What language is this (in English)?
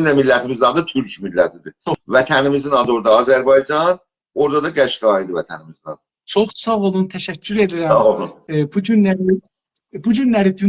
South Azerbaijani